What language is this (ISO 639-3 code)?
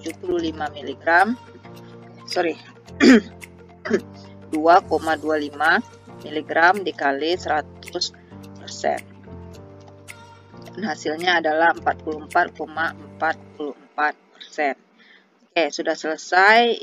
ind